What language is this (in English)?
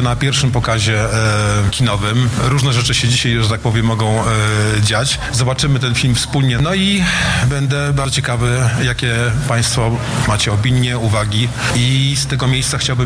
Polish